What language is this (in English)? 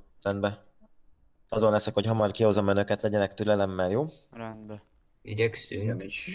Hungarian